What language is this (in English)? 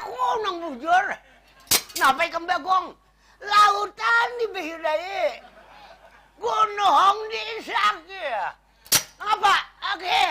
Banjar